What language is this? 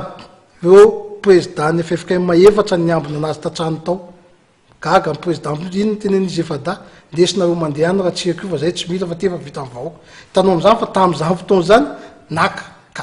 Malagasy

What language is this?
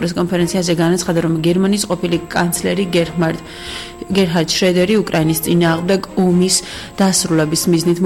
Georgian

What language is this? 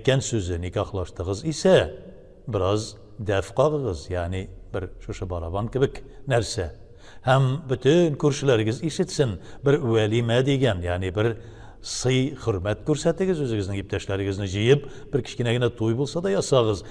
Tatar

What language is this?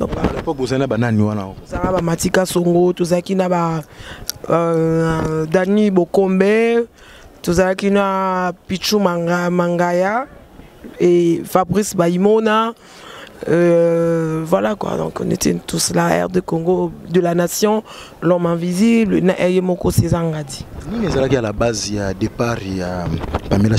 Lingala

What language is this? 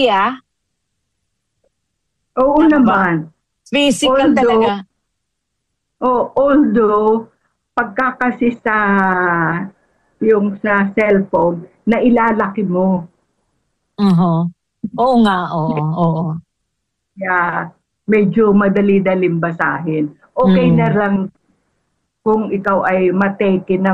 Filipino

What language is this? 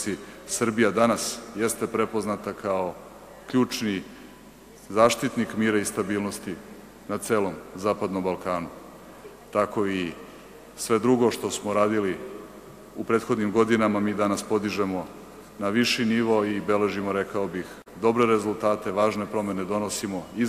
Serbian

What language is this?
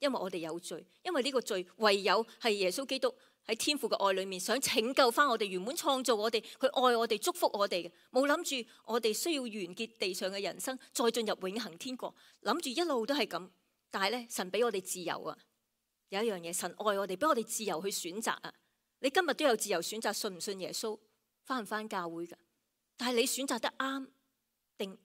Cantonese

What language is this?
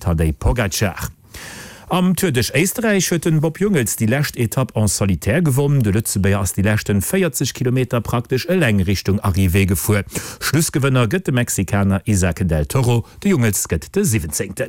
Luxembourgish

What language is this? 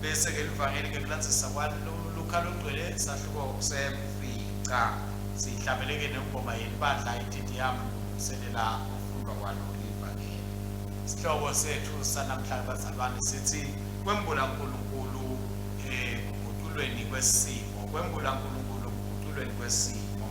Swati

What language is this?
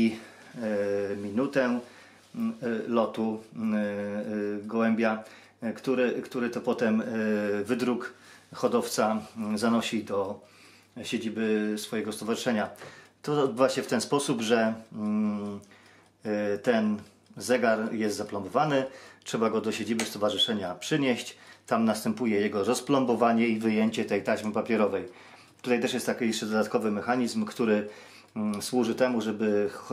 Polish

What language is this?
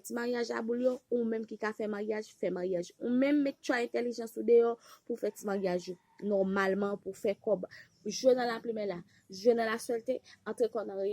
Haitian Creole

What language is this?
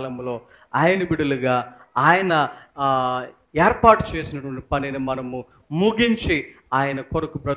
Telugu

